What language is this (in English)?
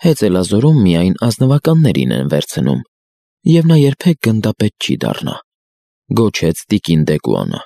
Armenian